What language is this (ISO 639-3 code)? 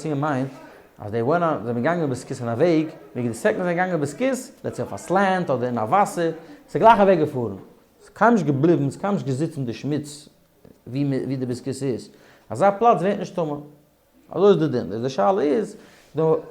yid